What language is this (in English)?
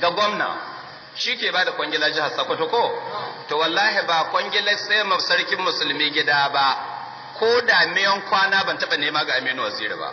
Hausa